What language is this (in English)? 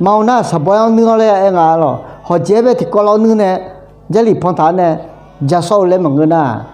Akha